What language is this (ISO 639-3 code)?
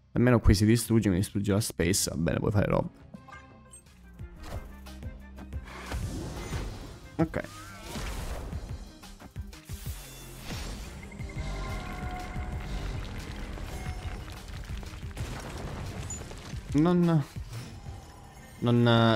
ita